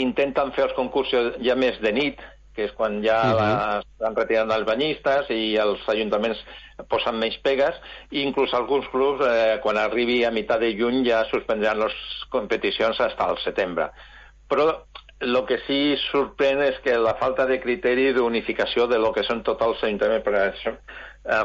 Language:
Catalan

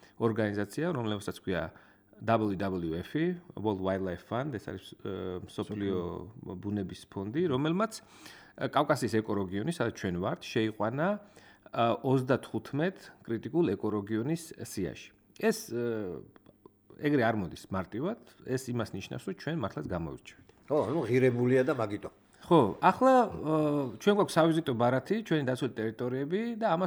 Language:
Georgian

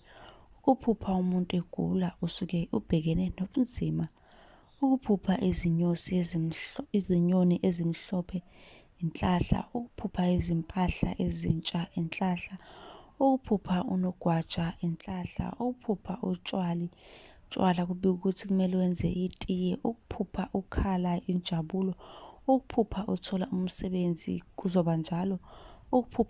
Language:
Zulu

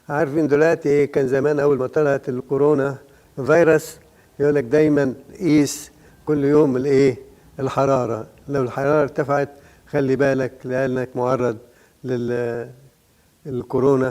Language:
Egyptian Arabic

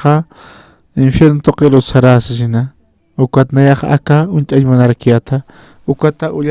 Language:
Aymara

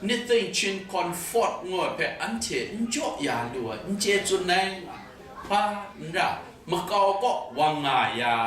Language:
Kachin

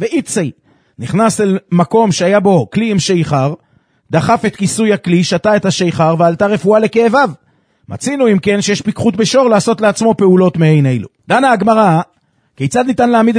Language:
Hebrew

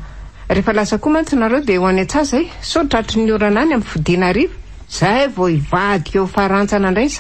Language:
Malagasy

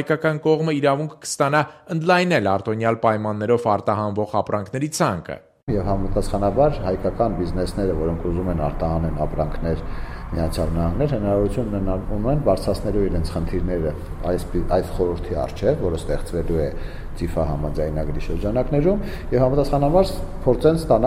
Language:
Armenian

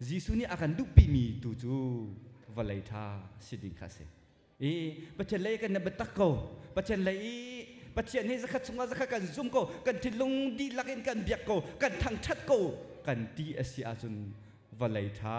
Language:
Hakha Chin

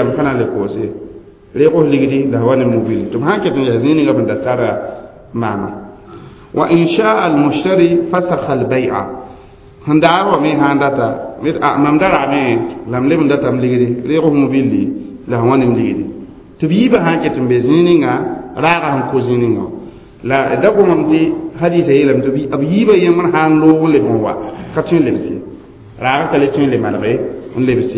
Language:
Mossi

